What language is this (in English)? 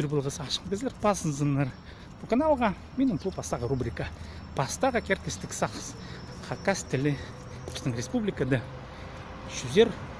Khakas